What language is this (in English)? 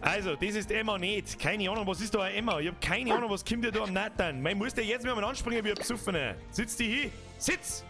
Bavarian